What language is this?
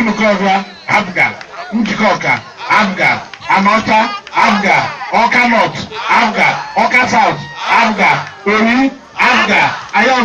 Igbo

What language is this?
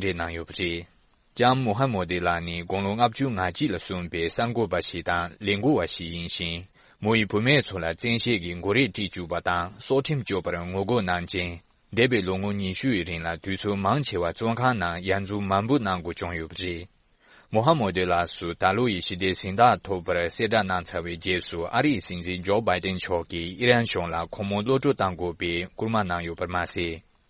Tibetan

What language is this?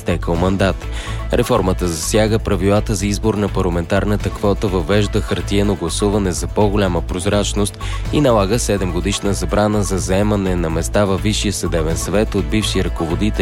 Bulgarian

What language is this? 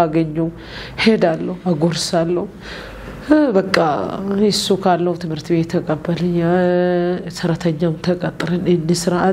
Amharic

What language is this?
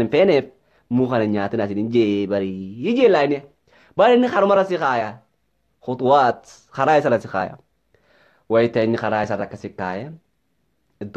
Oromo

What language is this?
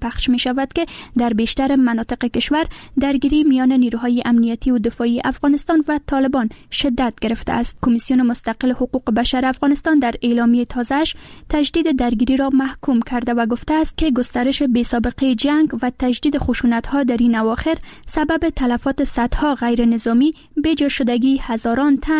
Persian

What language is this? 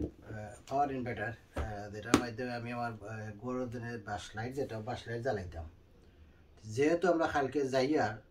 Sylheti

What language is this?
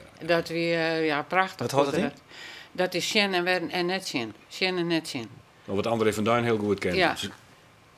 Western Frisian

